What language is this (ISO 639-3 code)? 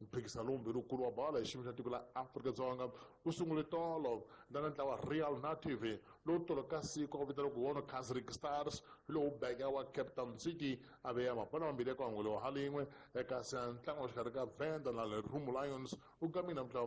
tso